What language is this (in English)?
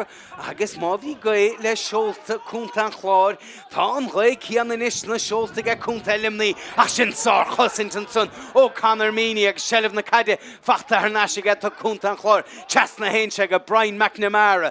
Irish